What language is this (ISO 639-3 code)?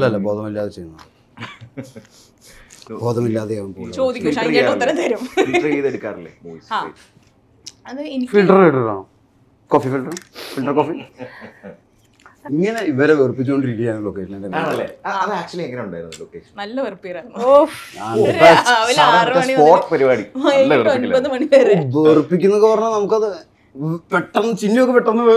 mal